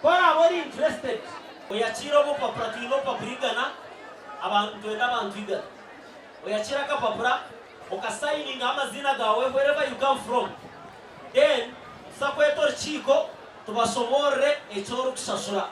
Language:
Nyankole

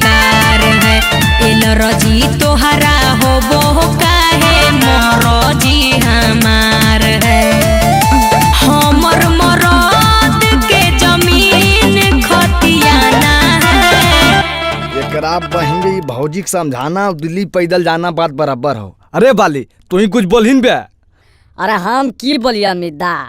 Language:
Magahi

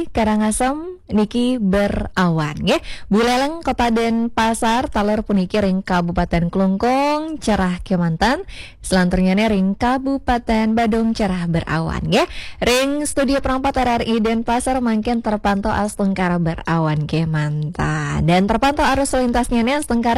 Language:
Balinese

